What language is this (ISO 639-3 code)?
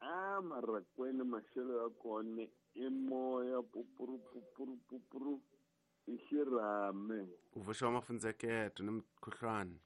tso